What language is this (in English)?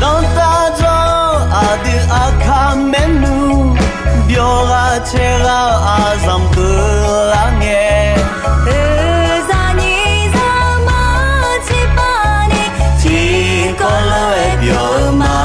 Akha